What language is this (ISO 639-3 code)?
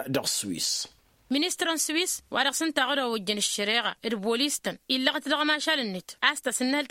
taq